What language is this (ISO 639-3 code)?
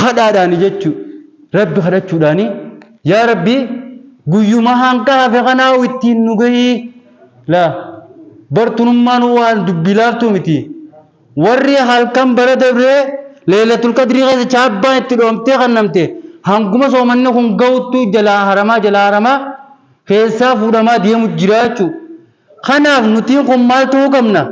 orm